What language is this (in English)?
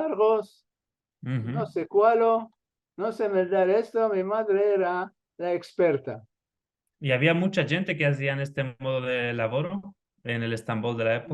Ladino